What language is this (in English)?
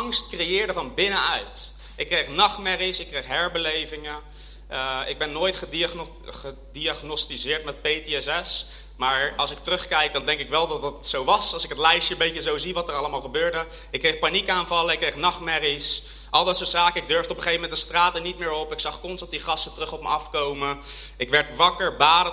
Dutch